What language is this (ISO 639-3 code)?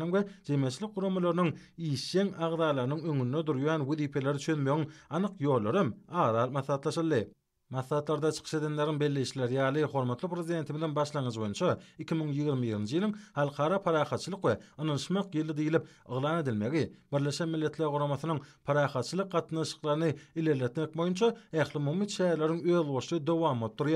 tuk